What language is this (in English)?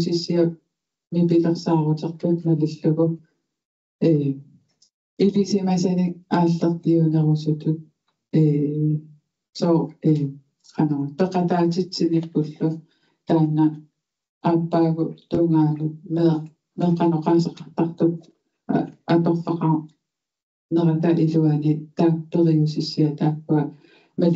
Kalaallisut